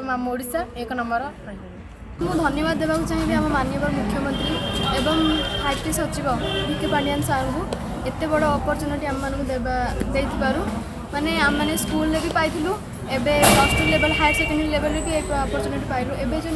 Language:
Odia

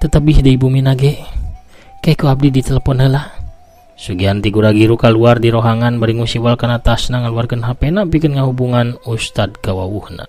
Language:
Sundanese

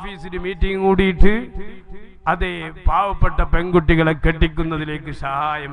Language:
Malayalam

